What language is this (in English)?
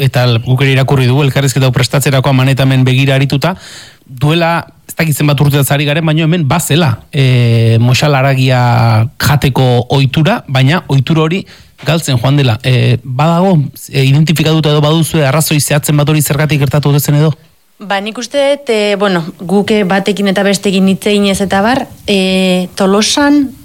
Basque